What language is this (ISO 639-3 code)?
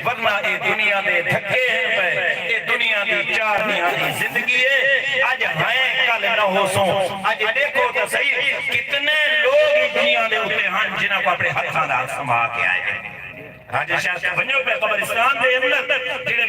skr